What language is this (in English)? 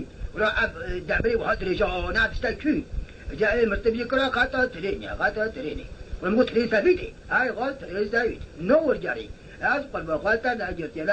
Kurdish